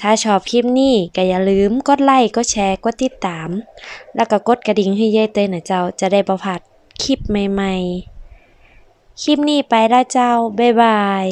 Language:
Northern Thai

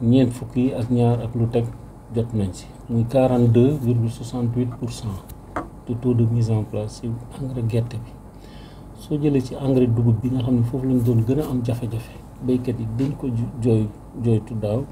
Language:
Wolof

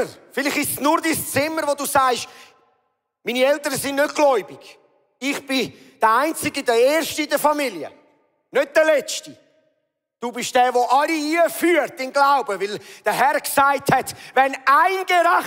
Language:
Swiss German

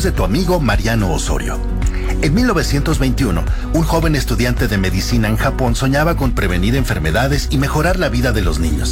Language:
Spanish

